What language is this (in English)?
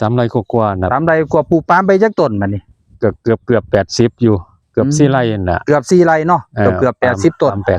Northeastern Thai